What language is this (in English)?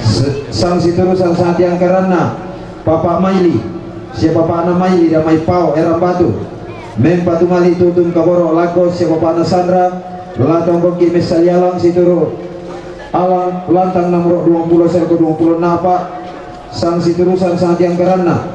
Toraja-Sa'dan